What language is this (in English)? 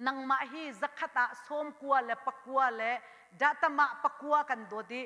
Hakha Chin